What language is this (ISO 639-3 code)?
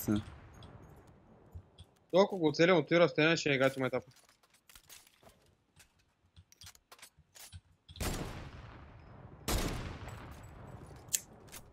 bul